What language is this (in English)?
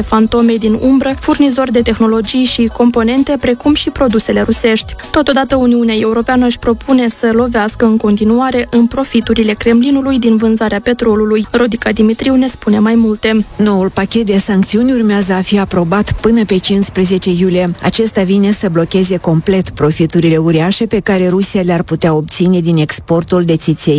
Romanian